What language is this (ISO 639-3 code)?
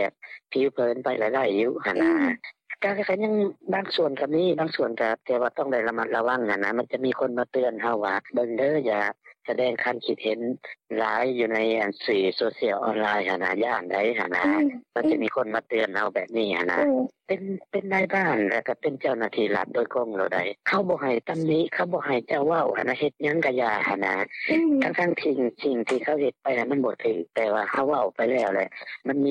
lao